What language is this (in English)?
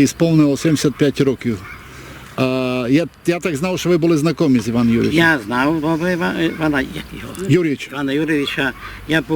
Rusyn